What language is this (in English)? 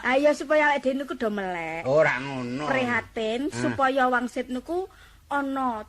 Javanese